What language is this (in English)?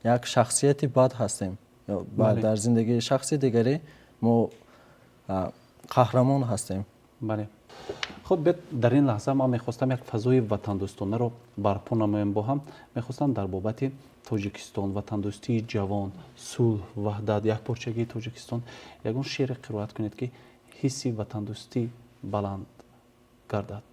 Tajik